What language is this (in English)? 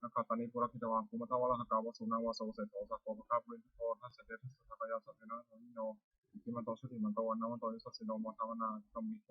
Pali